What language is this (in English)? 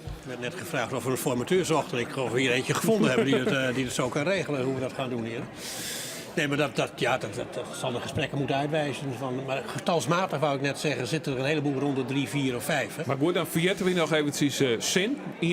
Western Frisian